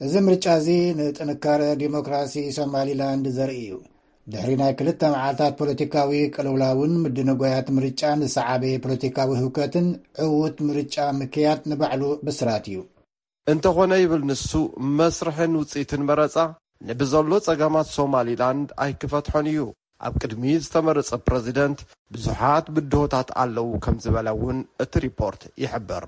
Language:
Tigrinya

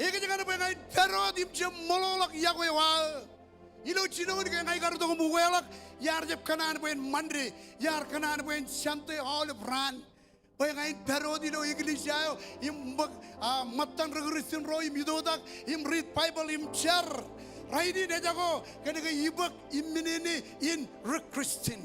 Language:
Marshallese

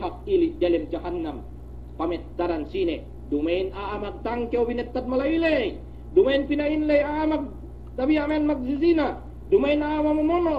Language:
Yakan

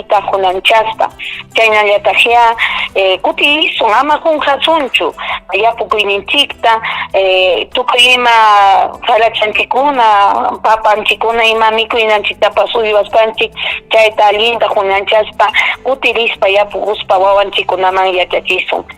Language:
Ayacucho Quechua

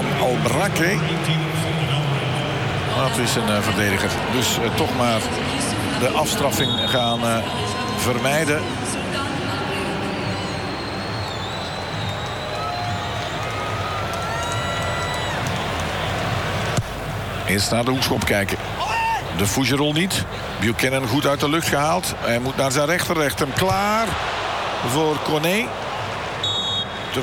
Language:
Dutch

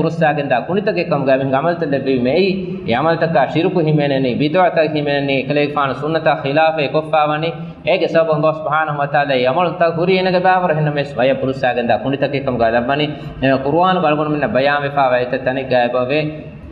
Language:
Divehi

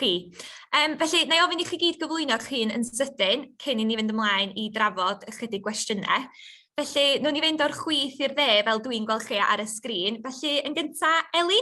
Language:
Welsh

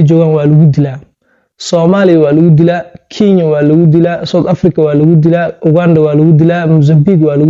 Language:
Somali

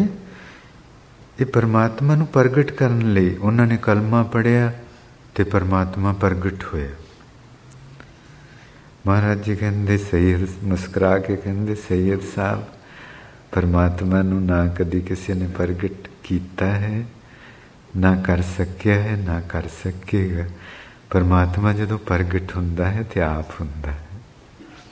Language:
Punjabi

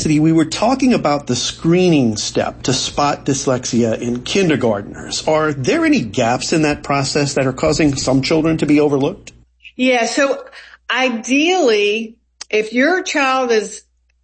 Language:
English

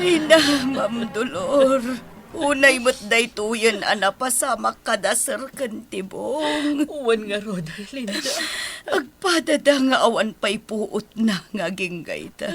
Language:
Iloko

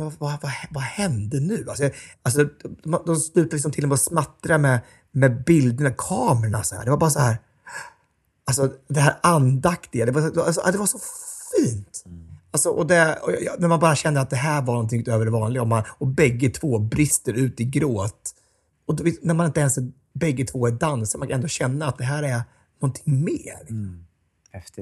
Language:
Swedish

